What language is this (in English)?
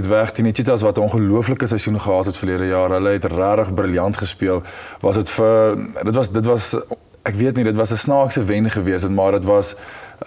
Afrikaans